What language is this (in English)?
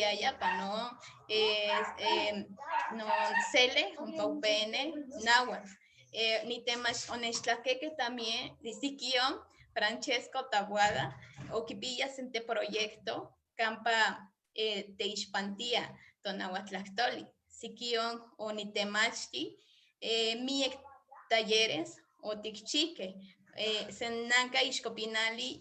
Eastern Huasteca Nahuatl